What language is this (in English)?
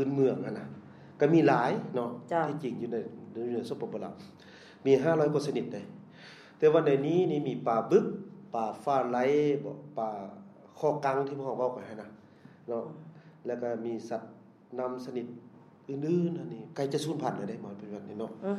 Lao